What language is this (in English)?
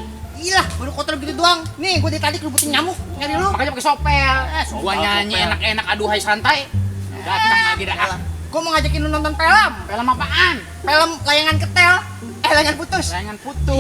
Betawi